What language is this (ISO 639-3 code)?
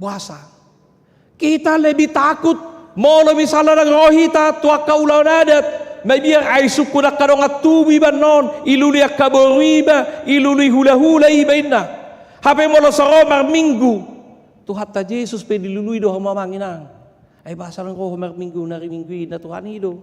bbc